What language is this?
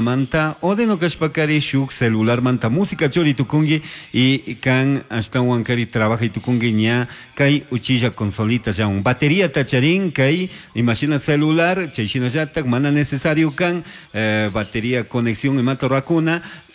Chimborazo Highland Quichua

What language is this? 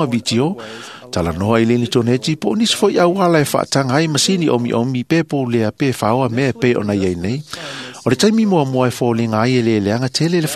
Samoan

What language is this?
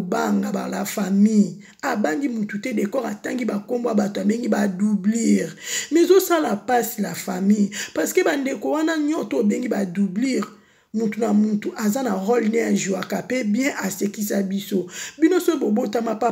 Lingala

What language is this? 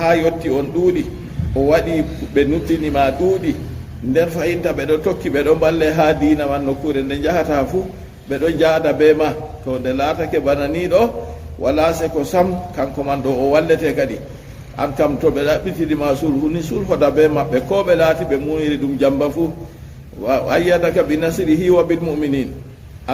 Fula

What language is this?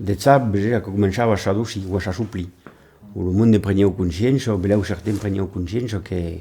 Occitan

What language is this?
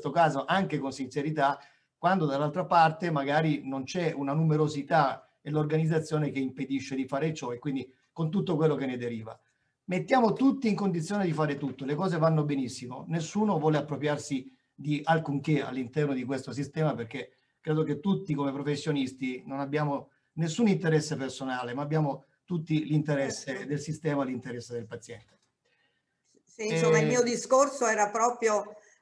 Italian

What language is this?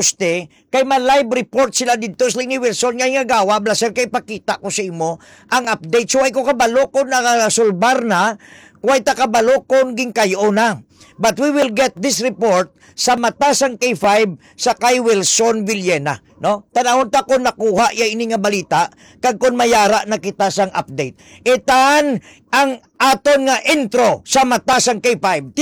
Hiligaynon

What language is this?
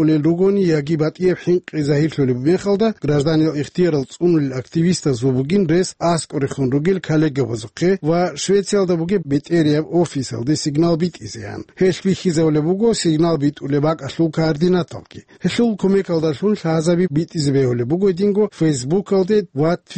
Avaric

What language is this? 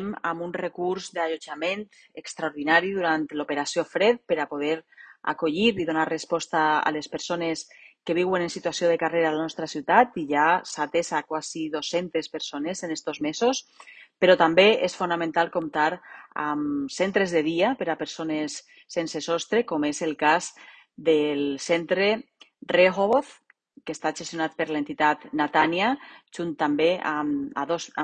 Catalan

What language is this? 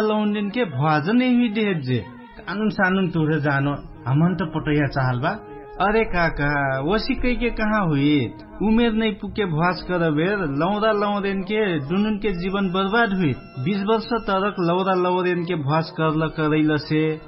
Dangaura Tharu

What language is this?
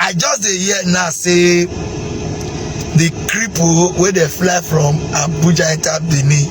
Nigerian Pidgin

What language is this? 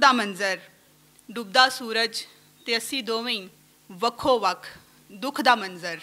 Western Panjabi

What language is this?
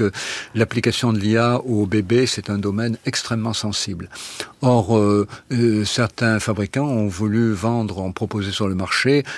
French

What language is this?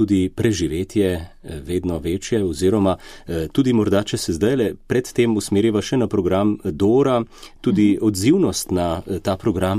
Slovenian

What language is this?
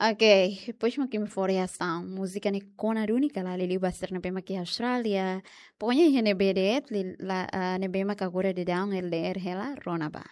Tetum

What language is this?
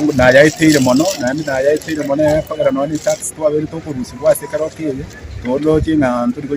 Gusii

